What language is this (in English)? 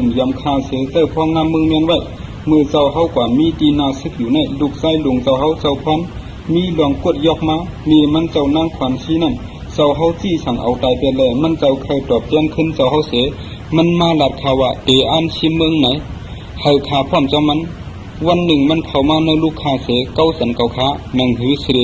Shan